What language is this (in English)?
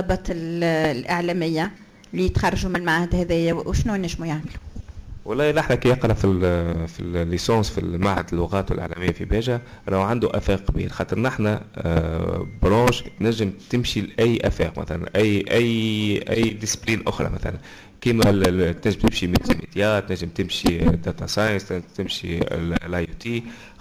Tunisian Arabic